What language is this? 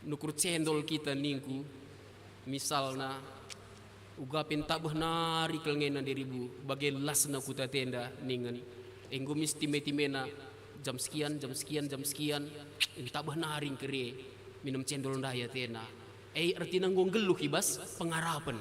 Batak Karo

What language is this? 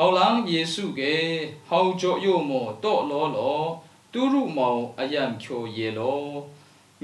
Lashi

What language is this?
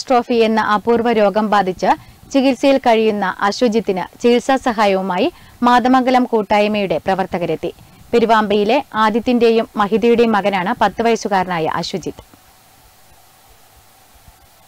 Malayalam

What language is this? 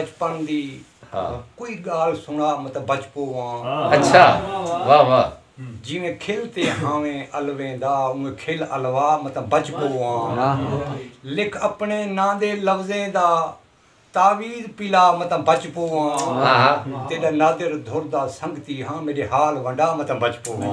Saraiki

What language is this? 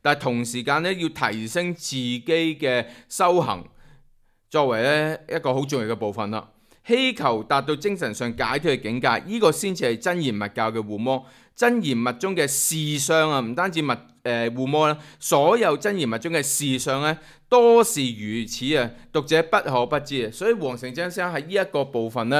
Cantonese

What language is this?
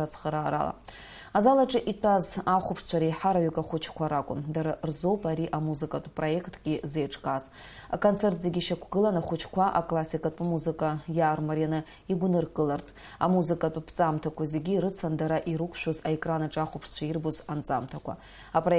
Abkhazian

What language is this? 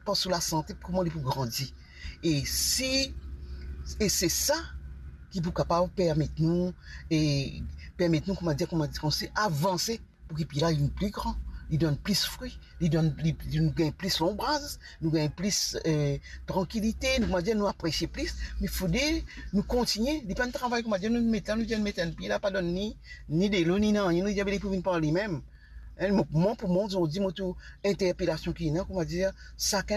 Morisyen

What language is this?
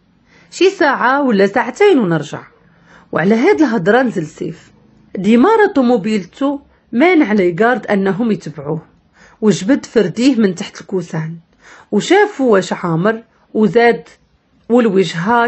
Moroccan Arabic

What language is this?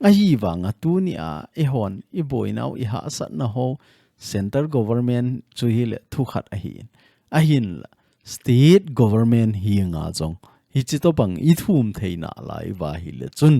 Thado Chin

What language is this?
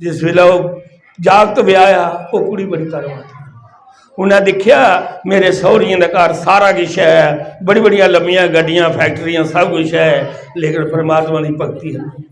Dogri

